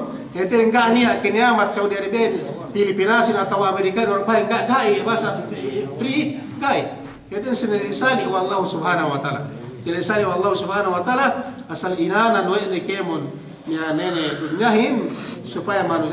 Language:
Yakan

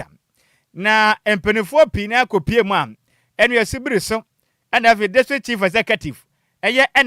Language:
Akan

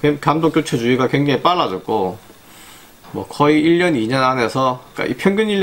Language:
Korean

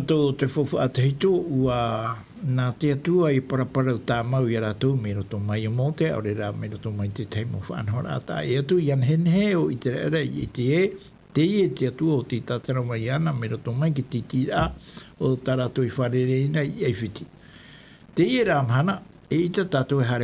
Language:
Tahitian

